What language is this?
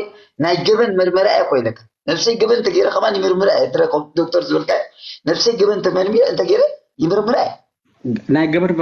Tigrinya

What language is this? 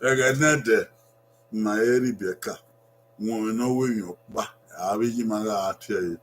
Bini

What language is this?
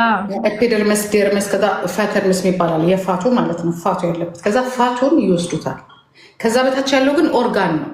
Amharic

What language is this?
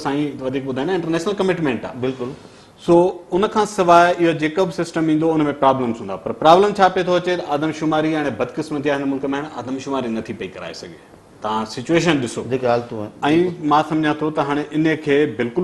Sindhi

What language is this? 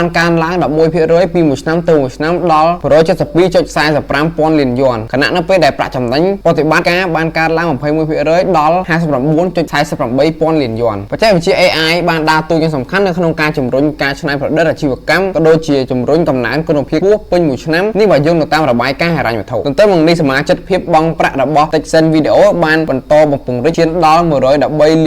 Khmer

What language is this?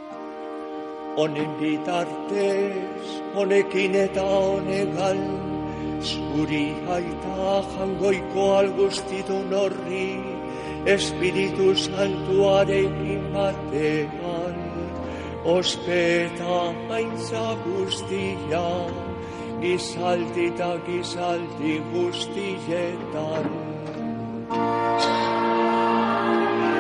Basque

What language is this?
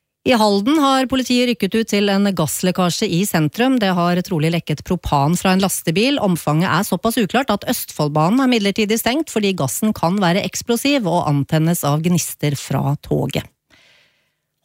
Norwegian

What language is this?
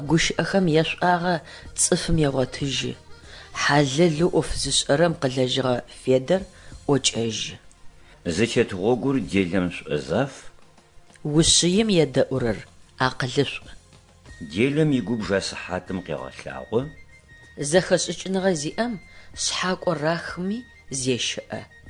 Adyghe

